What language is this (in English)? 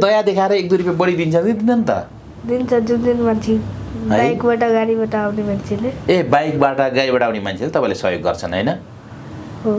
Nepali